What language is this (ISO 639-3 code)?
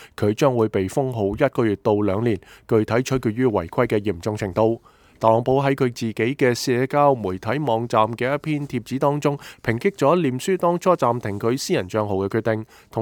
yue